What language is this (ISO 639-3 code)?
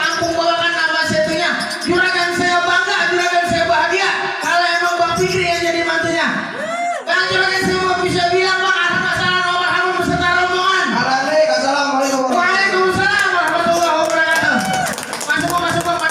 bew